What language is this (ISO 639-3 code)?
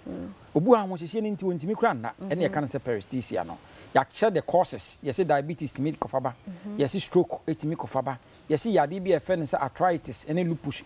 aka